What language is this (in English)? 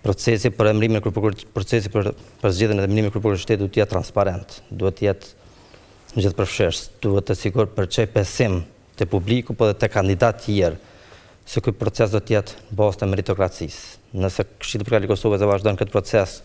Albanian